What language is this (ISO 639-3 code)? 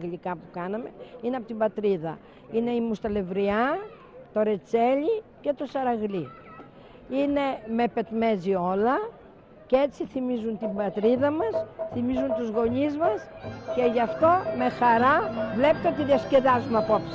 ell